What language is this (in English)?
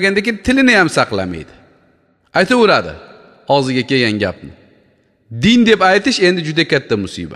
Uzbek